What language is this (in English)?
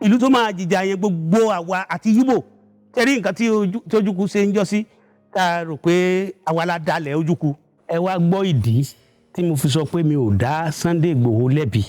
Yoruba